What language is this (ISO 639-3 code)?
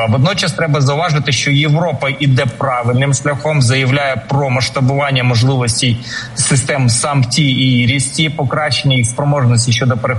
ukr